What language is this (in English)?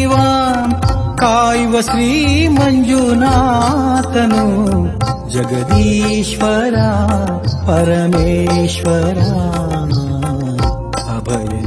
Kannada